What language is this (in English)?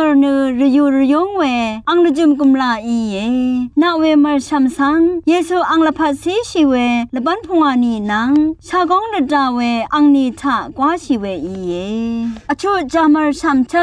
Rawang